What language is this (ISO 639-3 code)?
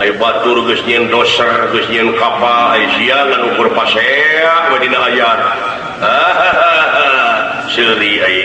sun